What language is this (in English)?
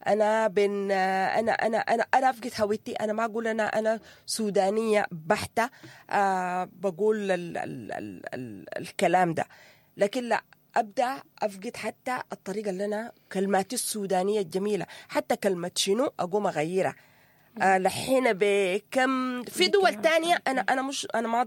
Sudanese Arabic